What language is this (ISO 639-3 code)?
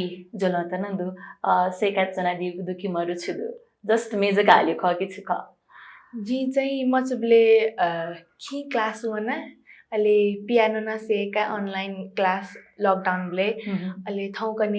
new